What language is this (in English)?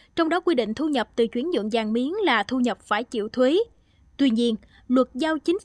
Vietnamese